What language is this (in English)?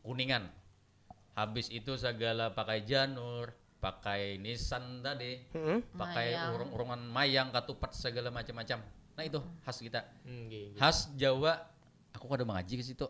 Banjar